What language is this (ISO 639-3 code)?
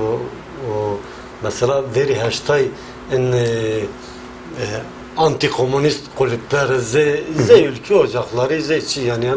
zza